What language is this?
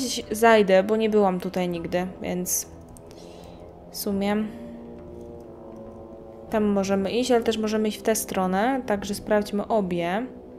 Polish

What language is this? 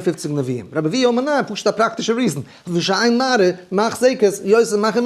Yiddish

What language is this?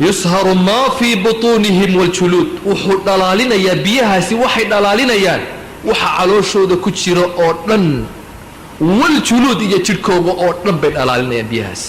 Somali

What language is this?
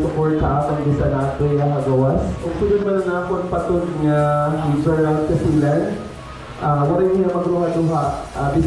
Waray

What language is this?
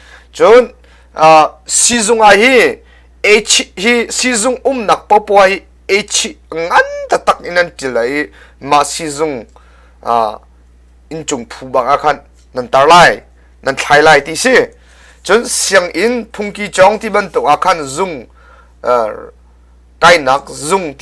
Hakha Chin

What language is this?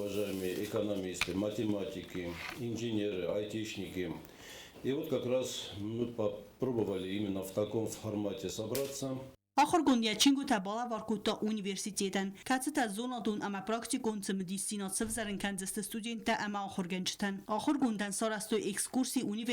Ossetic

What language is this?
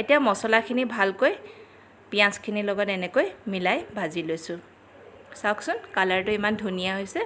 Assamese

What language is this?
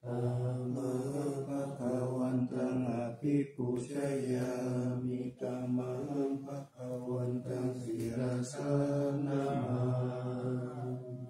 Pali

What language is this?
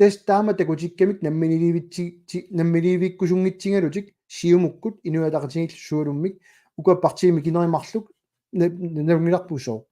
Kalaallisut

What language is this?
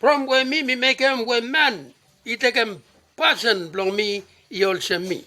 Bislama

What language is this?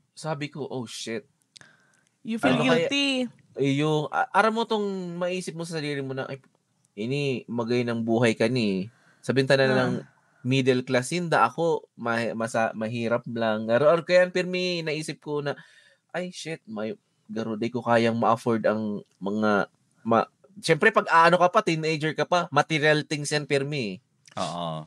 Bikol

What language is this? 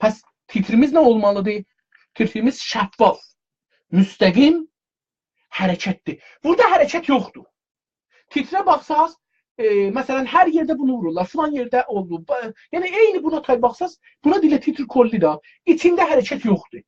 South Azerbaijani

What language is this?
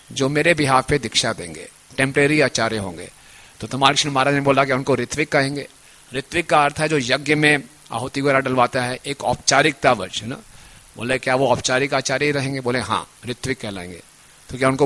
Hindi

